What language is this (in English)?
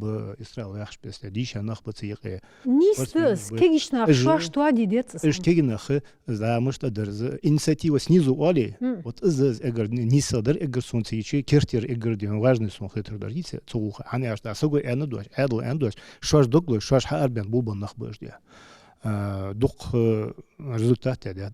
Ingush